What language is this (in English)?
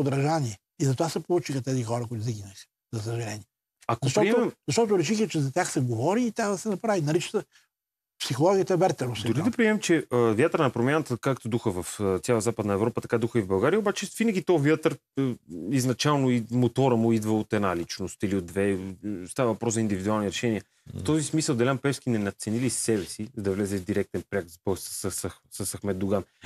Bulgarian